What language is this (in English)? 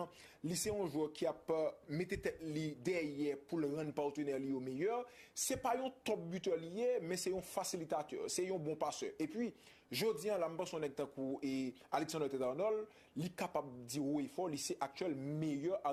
Haitian Creole